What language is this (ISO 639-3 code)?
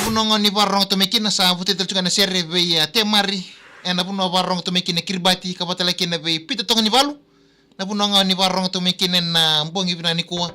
fij